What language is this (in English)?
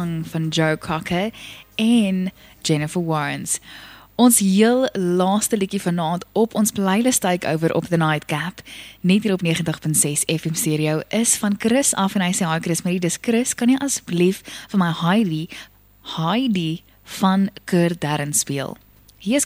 Afrikaans